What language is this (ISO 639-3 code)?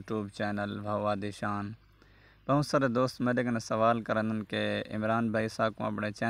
skr